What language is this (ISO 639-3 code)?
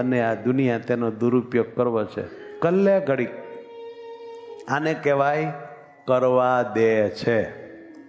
guj